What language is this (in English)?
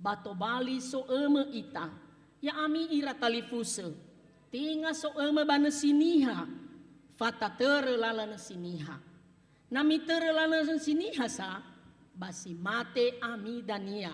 Nias